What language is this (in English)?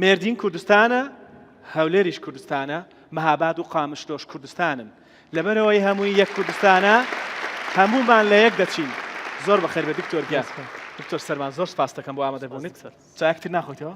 Central Kurdish